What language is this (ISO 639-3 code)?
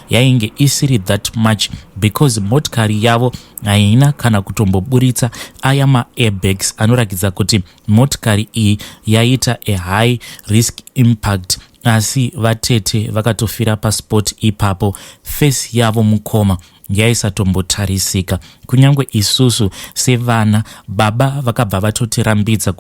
sna